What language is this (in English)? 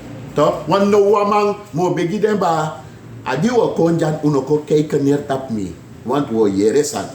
Sranan Tongo